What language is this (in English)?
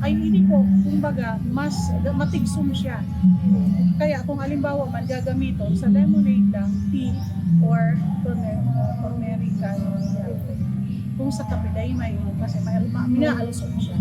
Bikol